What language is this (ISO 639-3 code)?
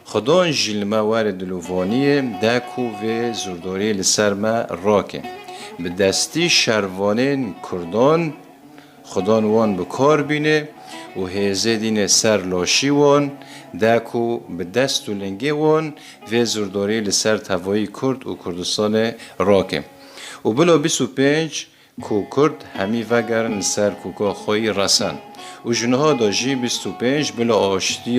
kur